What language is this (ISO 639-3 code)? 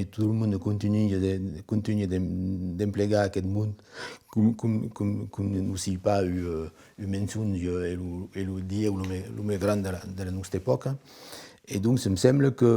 oci